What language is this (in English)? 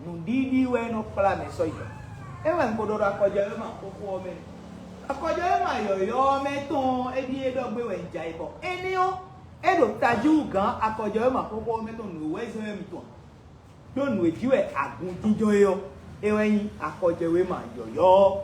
Fon